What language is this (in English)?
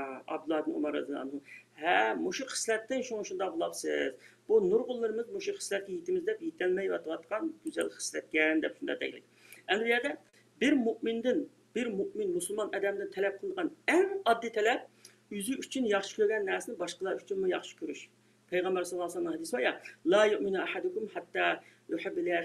Uyghur